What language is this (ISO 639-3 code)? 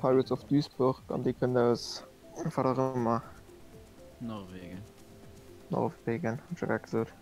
ltz